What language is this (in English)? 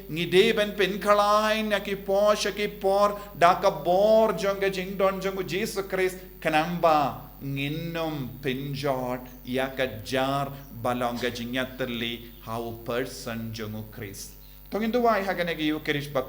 Khasi